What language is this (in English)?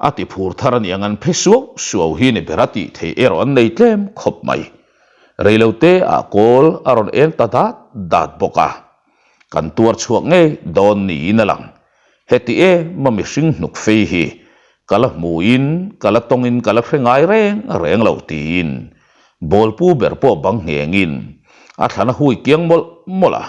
Mizo